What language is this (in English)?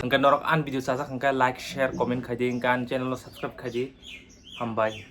Kok Borok